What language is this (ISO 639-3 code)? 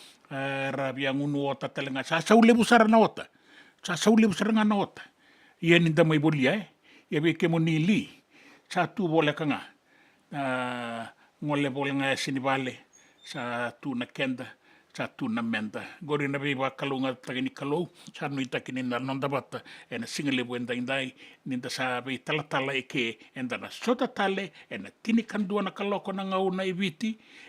fij